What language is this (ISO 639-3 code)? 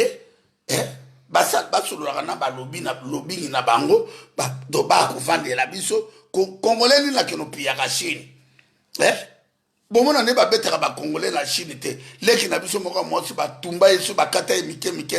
lin